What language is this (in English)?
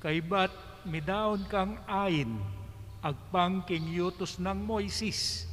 Pampanga